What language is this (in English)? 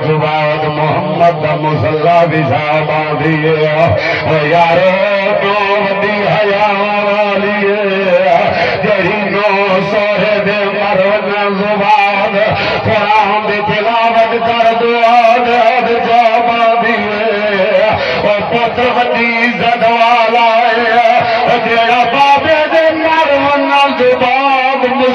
Saraiki